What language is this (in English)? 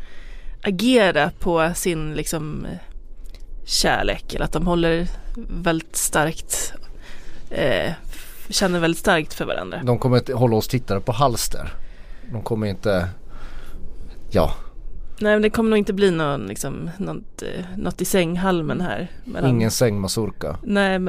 Swedish